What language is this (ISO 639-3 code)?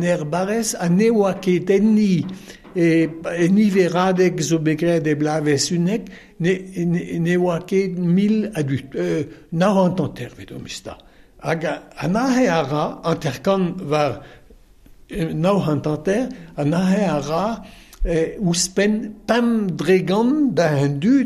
bre